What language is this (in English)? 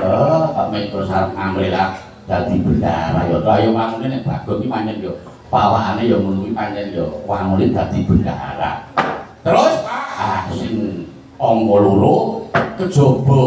Javanese